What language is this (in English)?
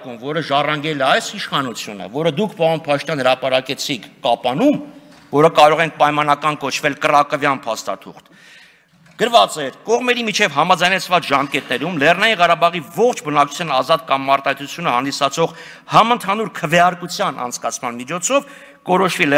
Armenian